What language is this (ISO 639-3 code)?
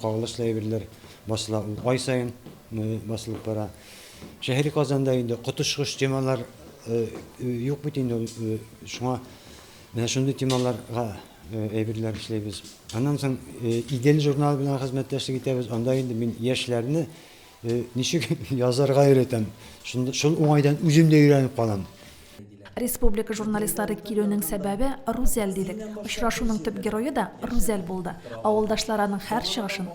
tat